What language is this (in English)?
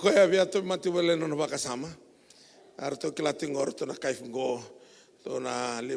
Fijian